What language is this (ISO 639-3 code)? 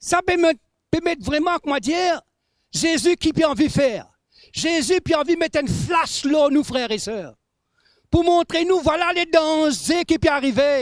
mfe